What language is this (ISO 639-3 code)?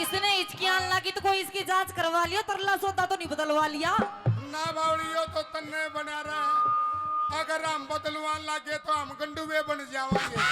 bgc